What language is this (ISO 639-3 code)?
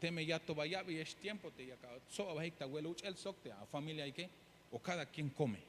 tzh